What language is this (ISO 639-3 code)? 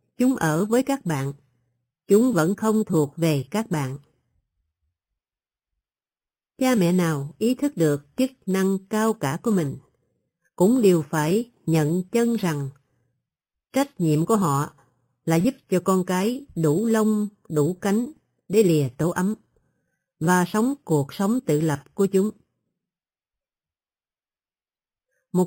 vie